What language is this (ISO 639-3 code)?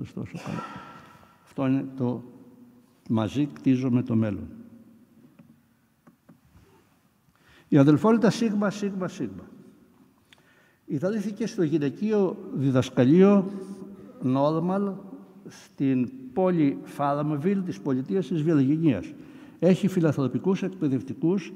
ell